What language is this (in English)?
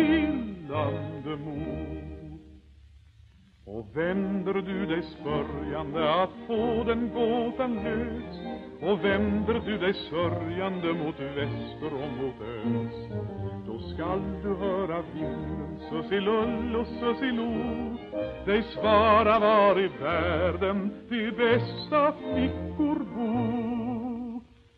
Swedish